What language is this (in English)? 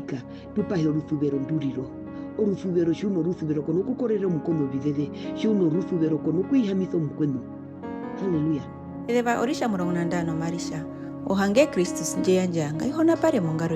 Herero